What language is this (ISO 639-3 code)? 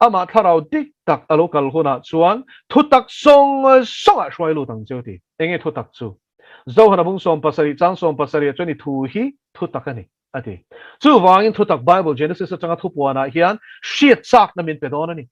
lus